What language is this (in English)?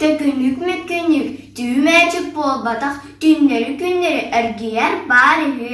Yakut